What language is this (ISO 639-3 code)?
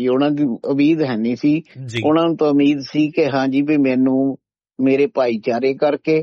pan